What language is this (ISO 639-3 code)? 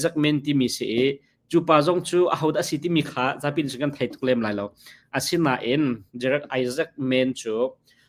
cnh